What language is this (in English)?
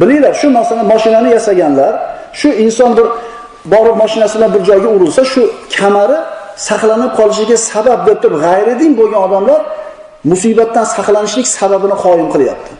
Uzbek